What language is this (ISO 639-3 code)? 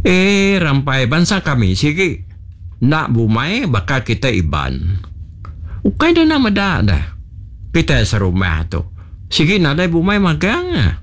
iba